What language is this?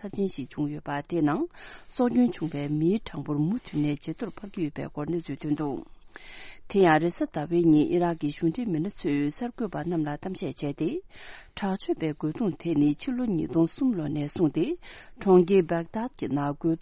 Tibetan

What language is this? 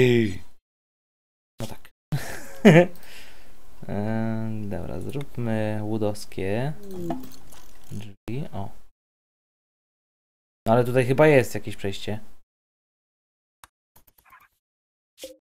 Polish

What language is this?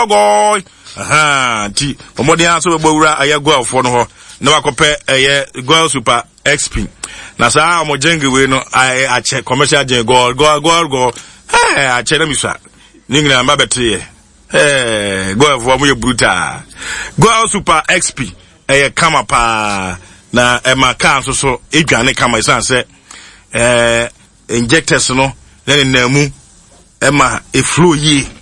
Akan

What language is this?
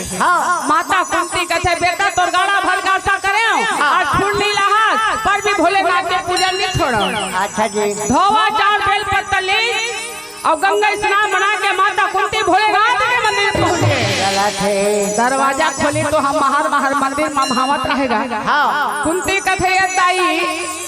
Chhattisgarhi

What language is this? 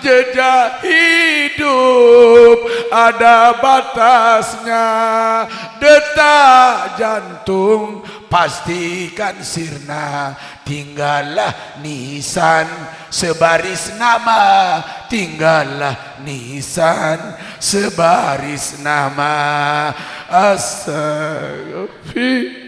Sasak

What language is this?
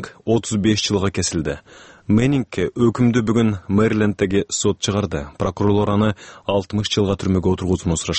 Kyrgyz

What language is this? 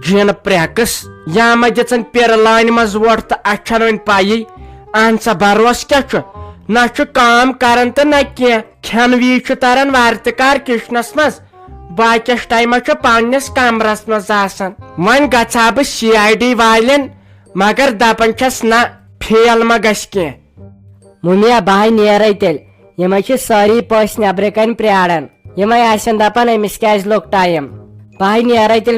Kashmiri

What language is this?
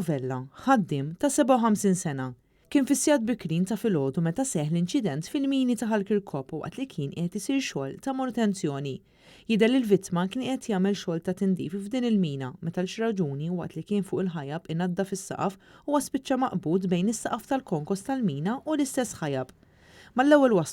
Maltese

